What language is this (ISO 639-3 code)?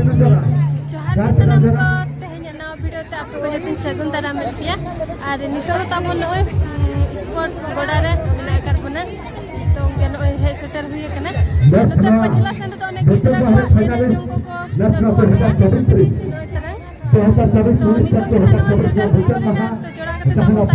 sat